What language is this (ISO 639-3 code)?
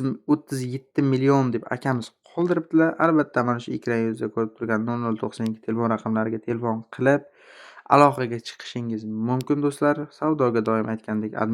uzb